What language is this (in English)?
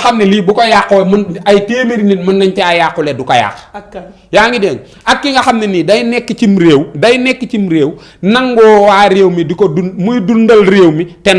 Wolof